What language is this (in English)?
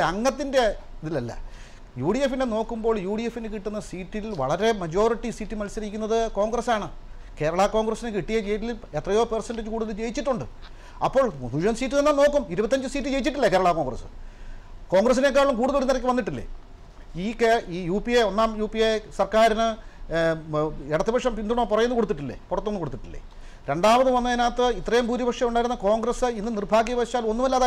Malayalam